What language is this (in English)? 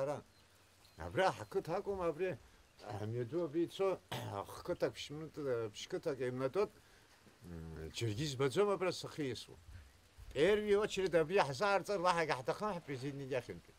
Abkhazian